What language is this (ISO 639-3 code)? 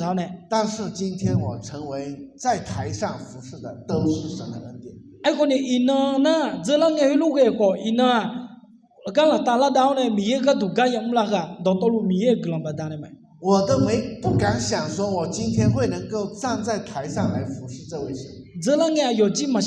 ahk